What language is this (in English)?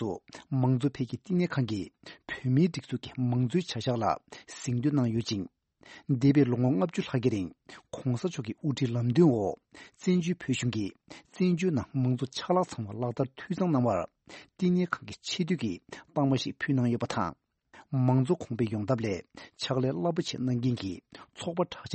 Tibetan